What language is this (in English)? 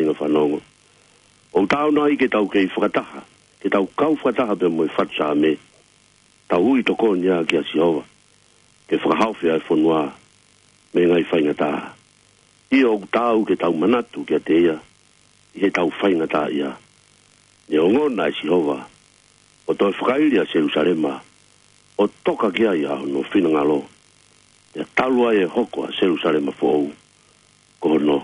Tongan